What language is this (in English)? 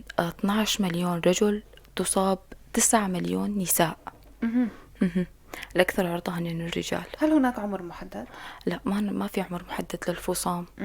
North Levantine Arabic